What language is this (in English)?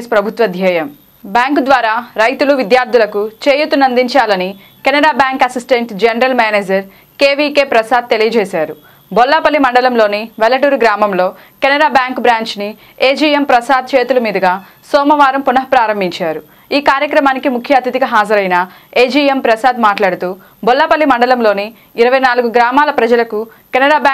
Telugu